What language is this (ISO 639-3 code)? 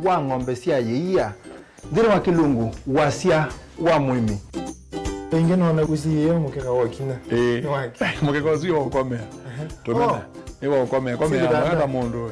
kam